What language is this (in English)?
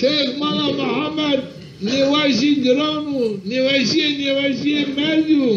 Zaza